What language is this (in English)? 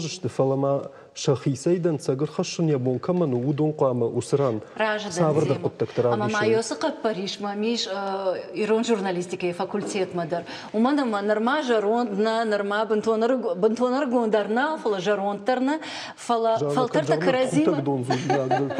Ossetic